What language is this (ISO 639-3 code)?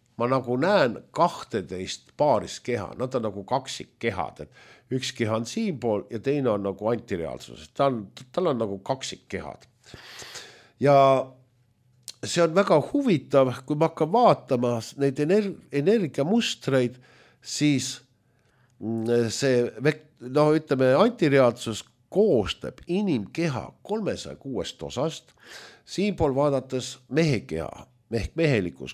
est